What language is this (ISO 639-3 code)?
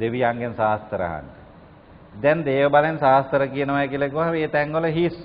sin